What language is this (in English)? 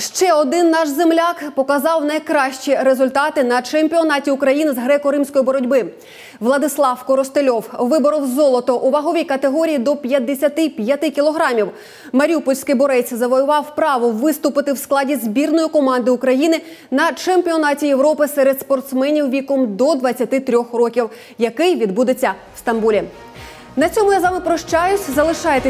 Ukrainian